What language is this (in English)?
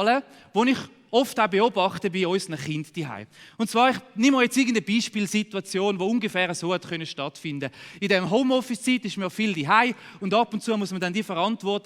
Swiss German